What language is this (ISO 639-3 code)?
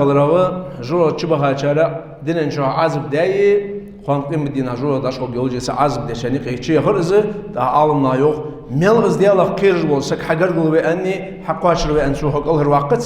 inh